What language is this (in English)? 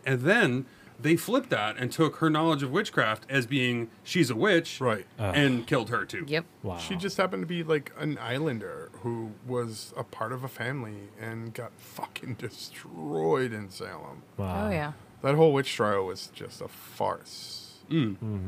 English